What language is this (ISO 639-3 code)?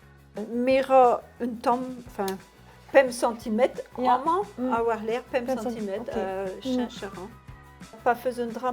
bre